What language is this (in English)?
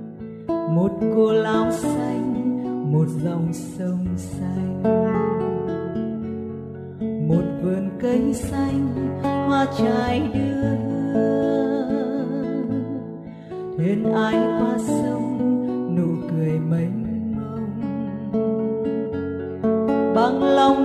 Vietnamese